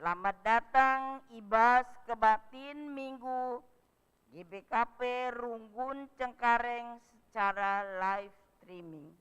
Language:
Batak Karo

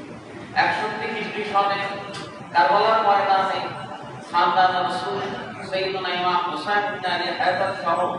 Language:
Bangla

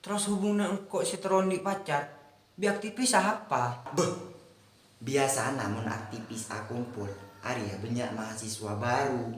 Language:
Madurese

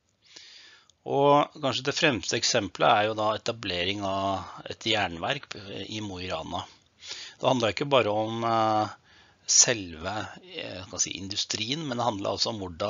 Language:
Norwegian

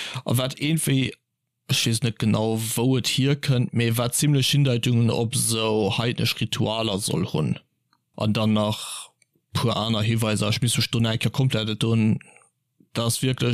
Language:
Luxembourgish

